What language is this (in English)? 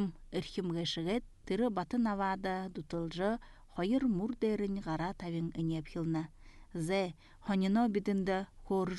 Buriat